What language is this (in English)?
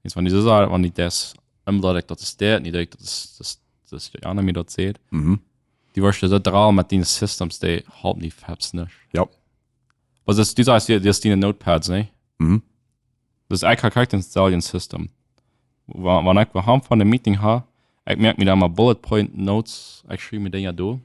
Plautdietsch